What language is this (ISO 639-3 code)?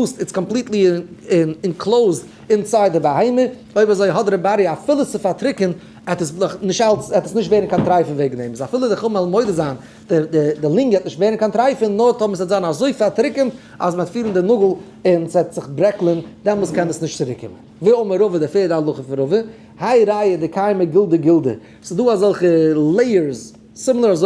yid